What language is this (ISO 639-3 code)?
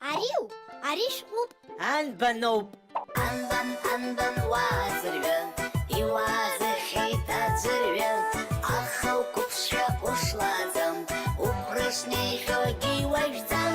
abk